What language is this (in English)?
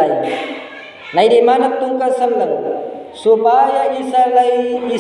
Buginese